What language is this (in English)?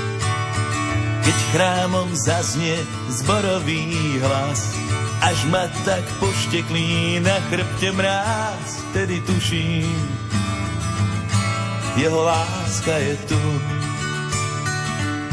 Slovak